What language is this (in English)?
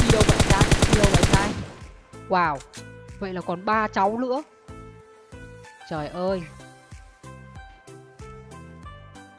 Vietnamese